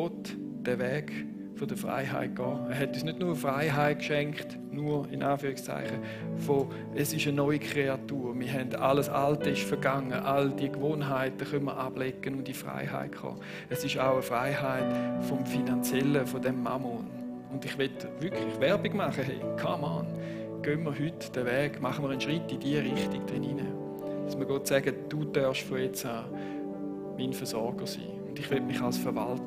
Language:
Swiss German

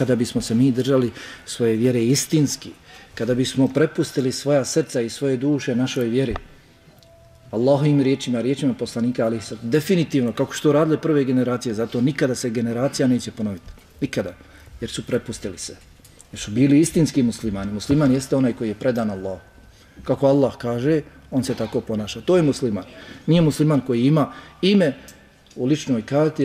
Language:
Bosnian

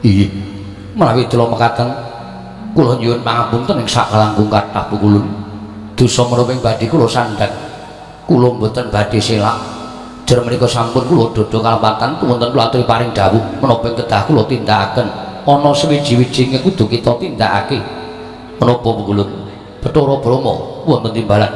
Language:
Javanese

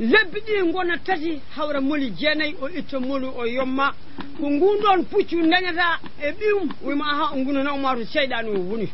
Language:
Fula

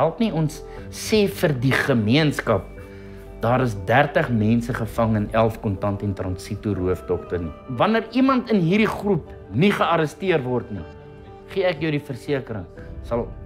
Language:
Afrikaans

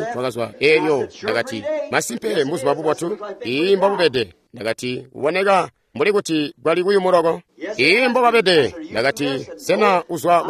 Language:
Tonga (Zambia)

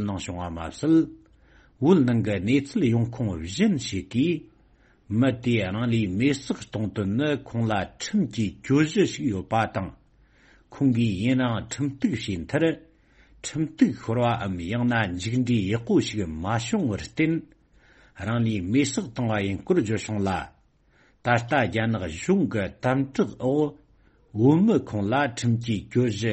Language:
Tibetan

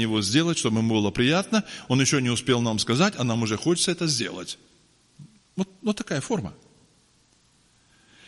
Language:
Russian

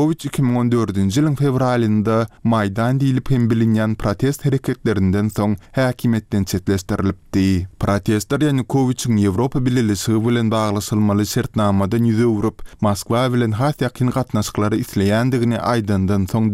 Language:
Turkmen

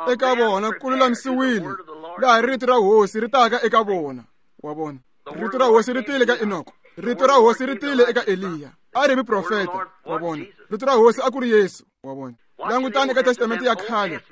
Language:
Tsonga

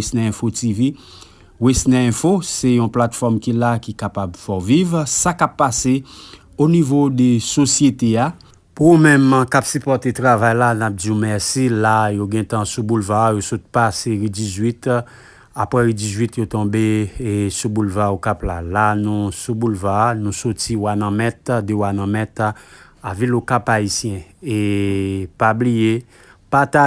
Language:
Haitian Creole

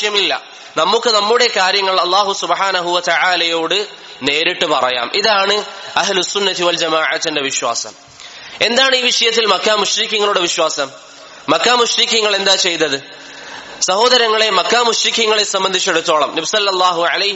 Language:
Malayalam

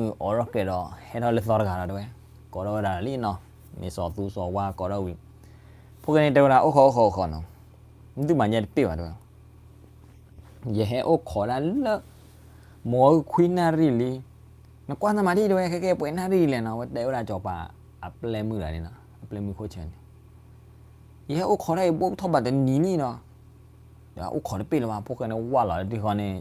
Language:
S'gaw Karen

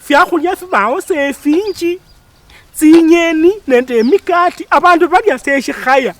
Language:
Luyia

